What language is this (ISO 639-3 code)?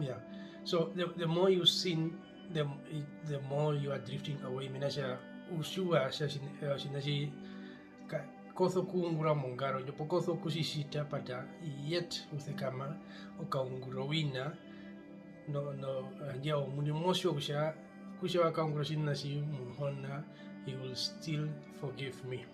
her